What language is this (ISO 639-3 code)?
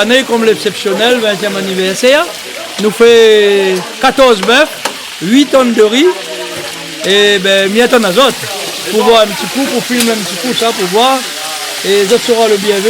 rcf